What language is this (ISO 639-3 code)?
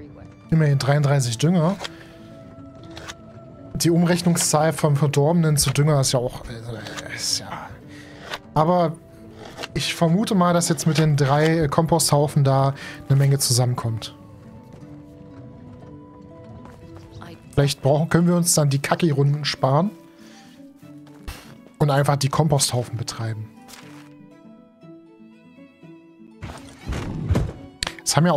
deu